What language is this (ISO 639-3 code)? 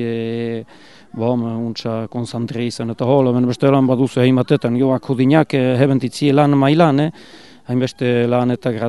eus